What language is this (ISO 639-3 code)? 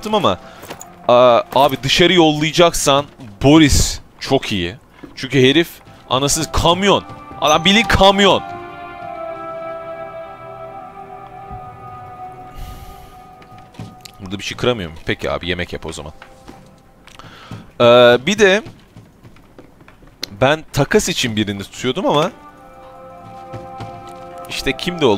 tur